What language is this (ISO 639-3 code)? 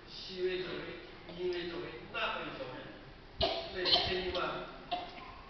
lhu